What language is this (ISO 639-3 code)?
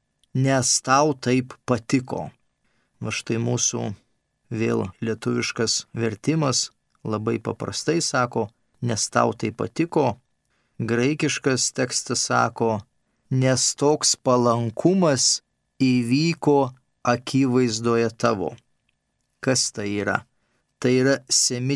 lit